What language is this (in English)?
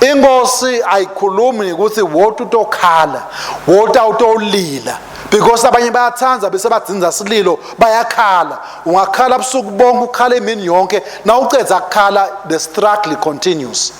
Swati